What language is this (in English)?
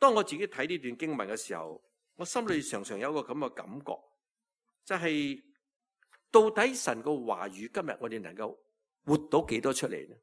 Cantonese